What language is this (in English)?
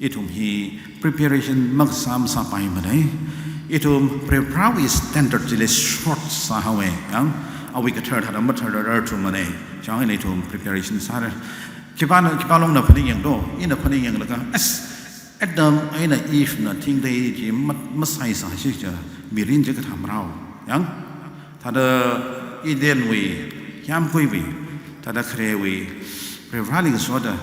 Tangkhul Naga (India)